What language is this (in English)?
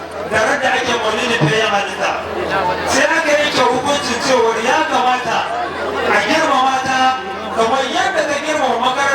Hausa